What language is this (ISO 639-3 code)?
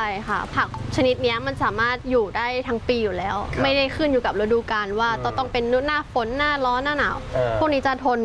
tha